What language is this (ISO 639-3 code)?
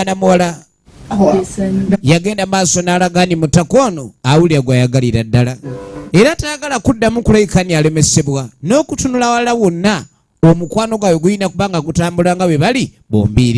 lug